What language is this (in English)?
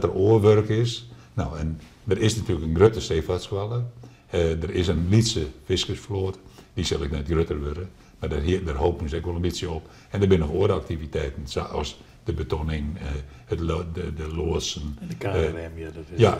Western Frisian